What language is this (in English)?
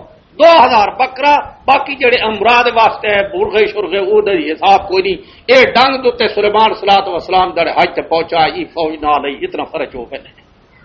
Western Panjabi